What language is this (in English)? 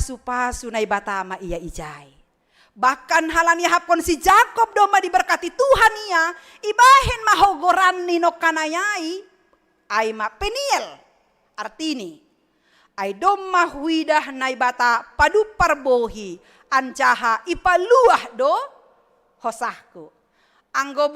Batak Simalungun